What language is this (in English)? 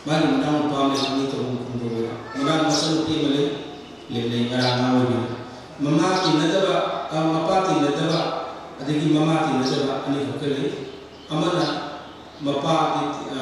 Manipuri